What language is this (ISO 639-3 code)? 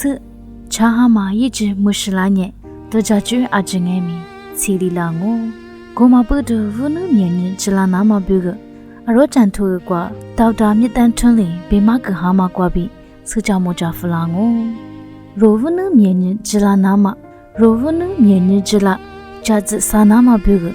lis